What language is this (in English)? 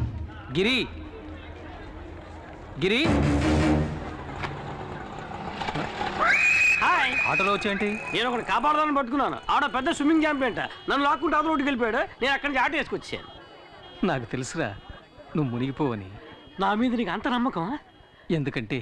Telugu